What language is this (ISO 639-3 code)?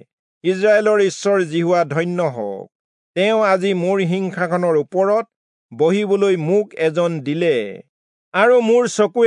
asm